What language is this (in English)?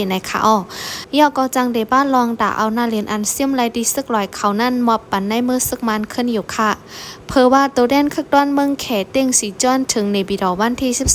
Shan